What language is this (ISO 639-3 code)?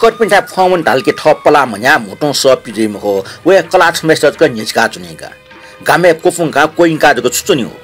new